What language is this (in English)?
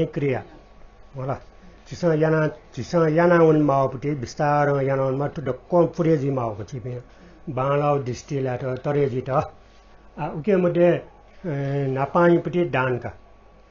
Newari